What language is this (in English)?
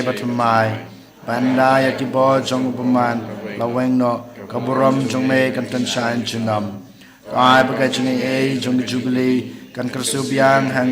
Khasi